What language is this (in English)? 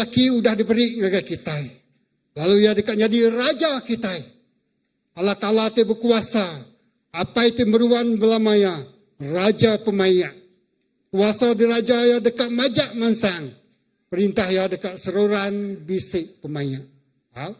Iban